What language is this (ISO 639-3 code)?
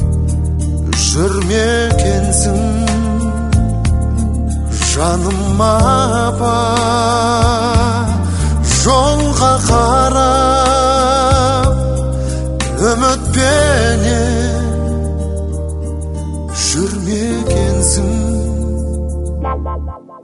kaz